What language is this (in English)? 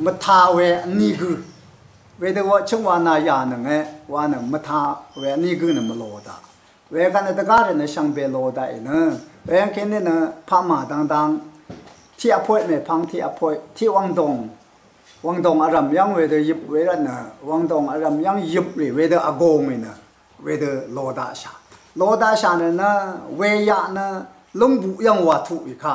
Rawang